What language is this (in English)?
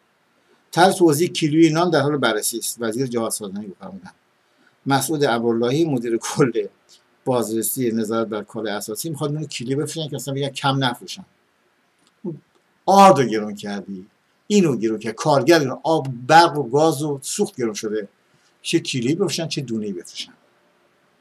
Persian